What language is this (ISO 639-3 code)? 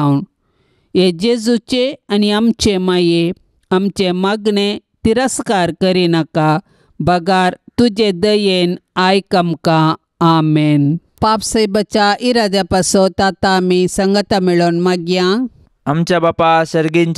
kok